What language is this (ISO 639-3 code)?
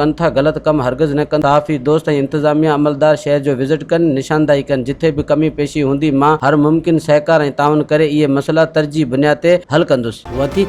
snd